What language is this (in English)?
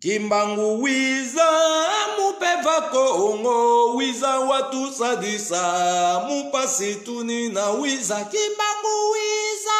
Lingala